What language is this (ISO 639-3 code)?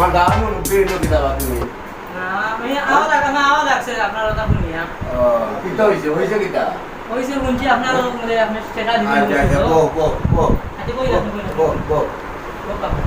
syl